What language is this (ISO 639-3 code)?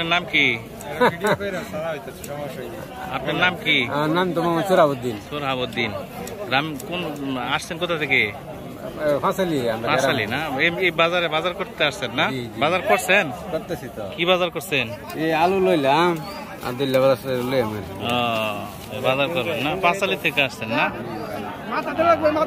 ben